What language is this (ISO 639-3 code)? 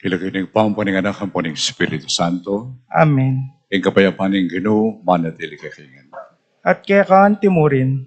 pam